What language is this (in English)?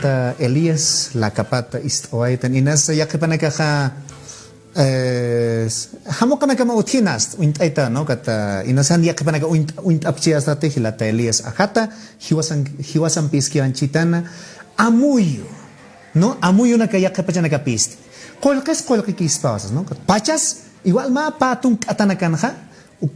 Aymara